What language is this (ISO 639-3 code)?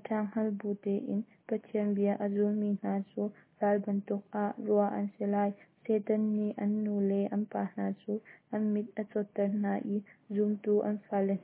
cnh